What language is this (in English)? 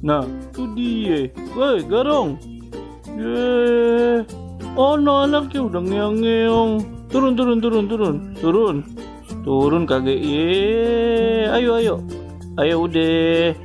Betawi